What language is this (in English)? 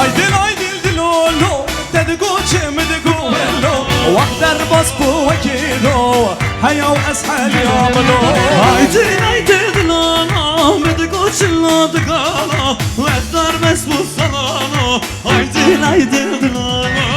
Kurdish